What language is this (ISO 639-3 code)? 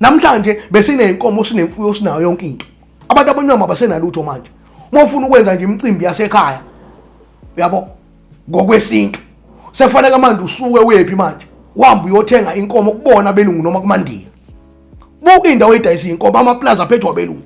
zul